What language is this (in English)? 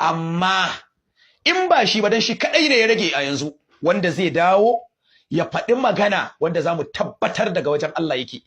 Hausa